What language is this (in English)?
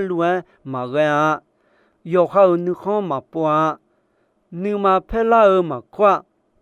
Akha